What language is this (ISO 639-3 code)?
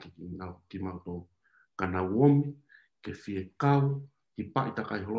ton